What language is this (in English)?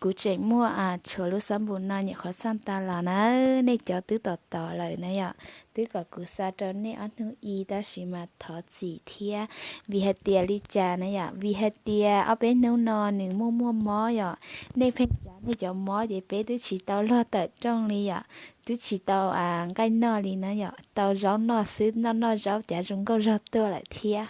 Hmong